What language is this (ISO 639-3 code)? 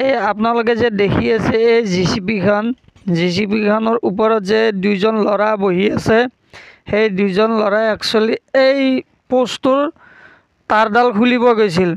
asm